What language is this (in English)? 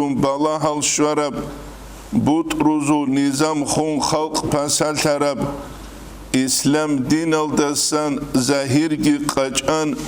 Avaric